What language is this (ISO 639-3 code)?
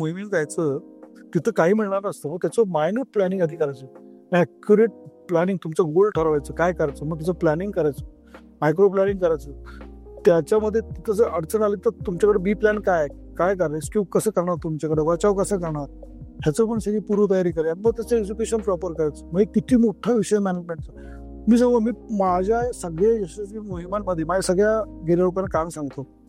mar